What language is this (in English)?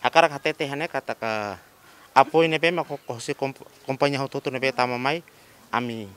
Tetum